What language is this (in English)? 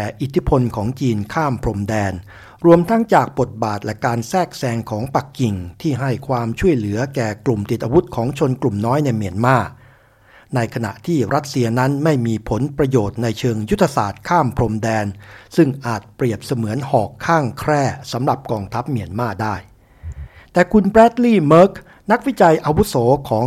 Thai